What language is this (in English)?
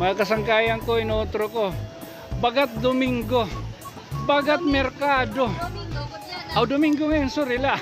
Waray